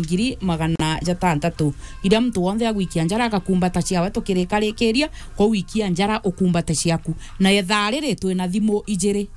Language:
Meru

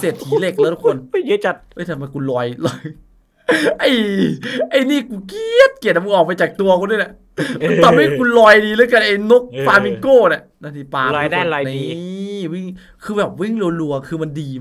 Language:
Thai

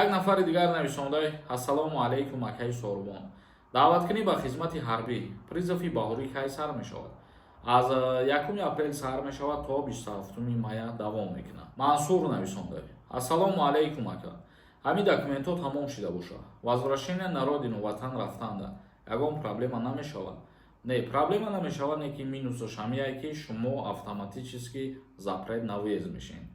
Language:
Tajik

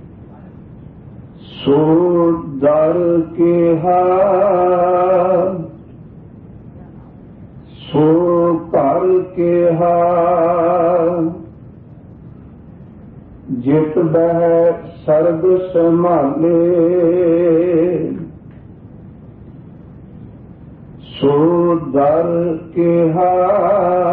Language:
Punjabi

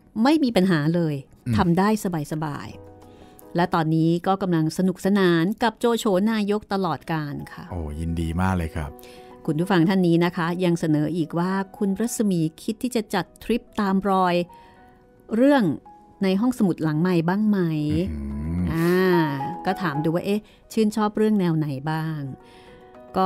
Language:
Thai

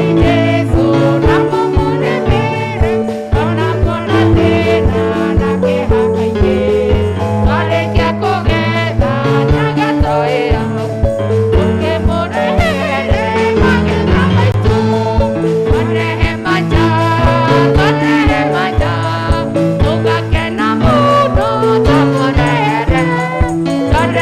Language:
Kikuyu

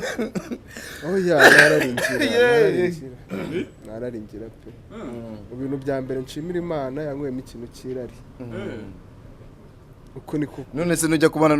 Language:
Kinyarwanda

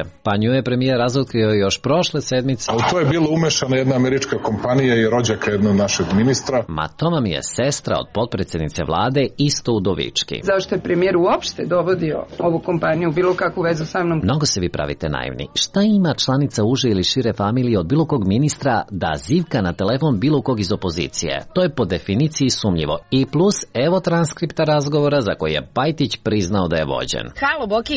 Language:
Serbian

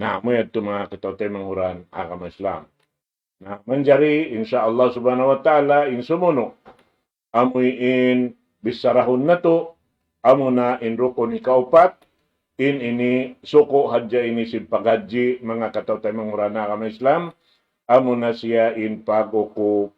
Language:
Tausug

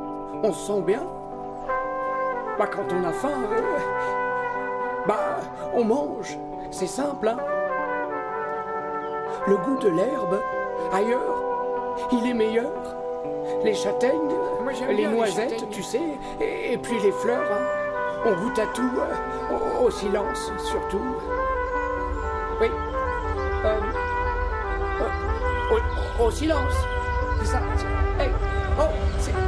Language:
French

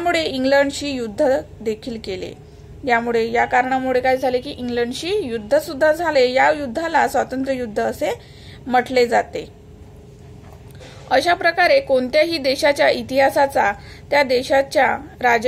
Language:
Marathi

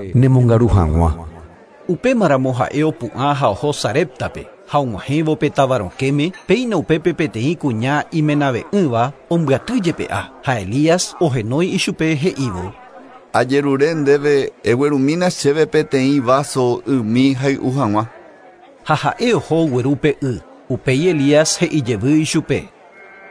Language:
Guarani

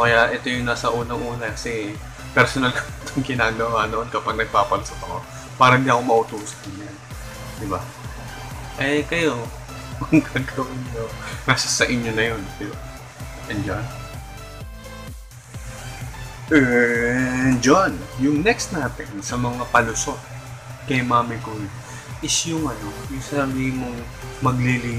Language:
Filipino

